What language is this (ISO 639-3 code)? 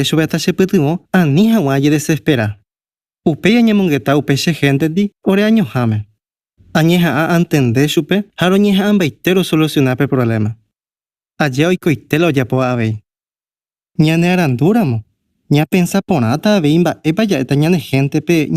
grn